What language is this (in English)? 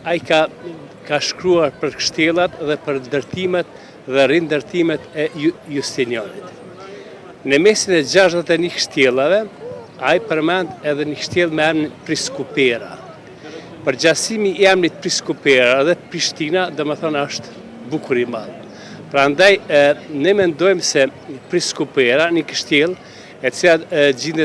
Albanian